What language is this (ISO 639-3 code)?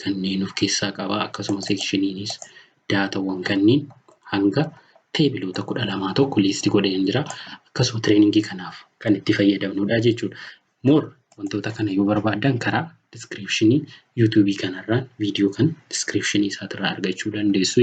orm